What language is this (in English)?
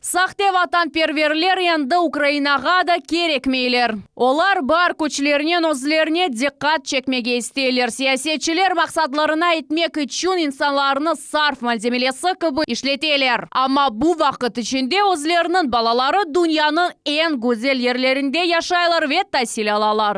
Crimean Tatar